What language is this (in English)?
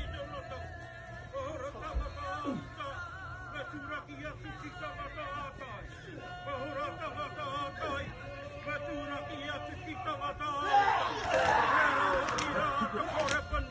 Māori